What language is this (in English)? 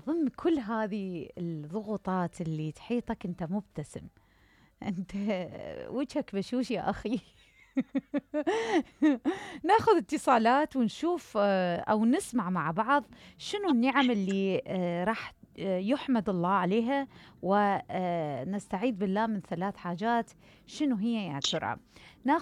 Mesopotamian Arabic